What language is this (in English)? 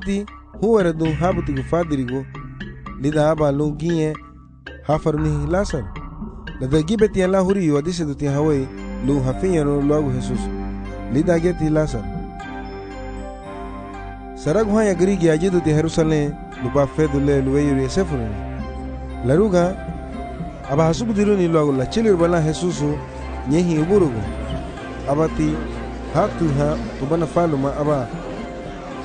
Garifuna